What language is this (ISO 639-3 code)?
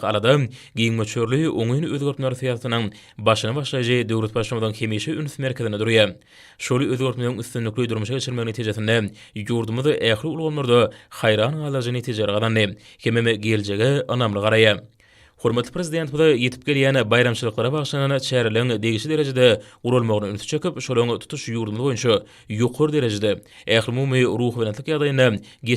tuk